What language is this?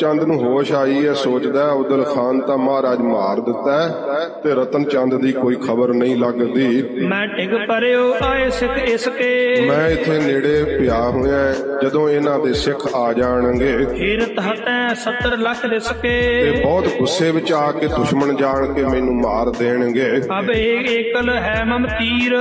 Punjabi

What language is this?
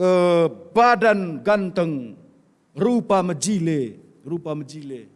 Batak Karo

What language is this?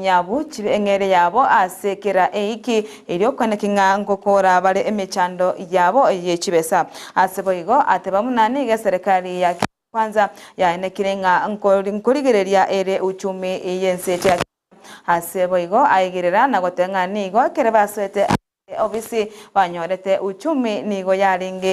Gusii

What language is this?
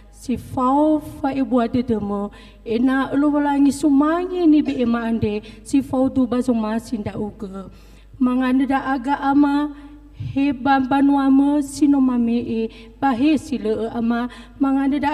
Nias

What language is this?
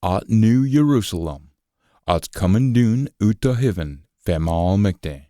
Scots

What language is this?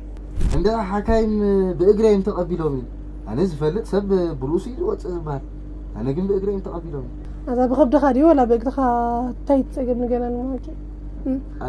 Tigrinya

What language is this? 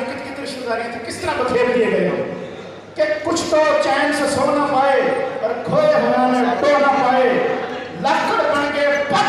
Haryanvi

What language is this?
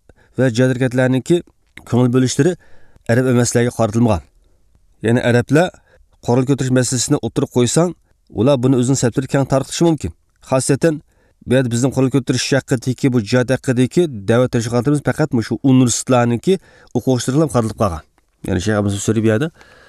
Uyghur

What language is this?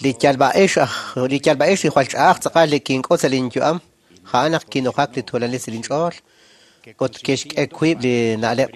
Kekchí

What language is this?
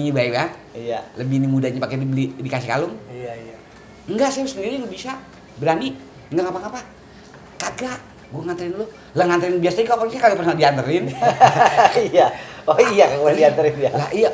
Betawi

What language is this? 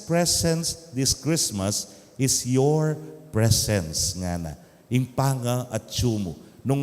Pampanga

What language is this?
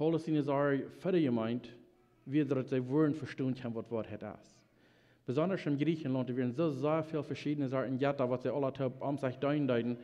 Plautdietsch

